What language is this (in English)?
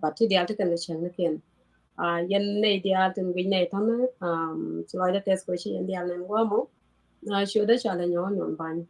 Nuer